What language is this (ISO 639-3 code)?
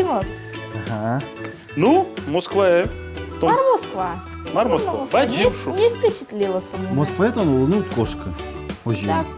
udm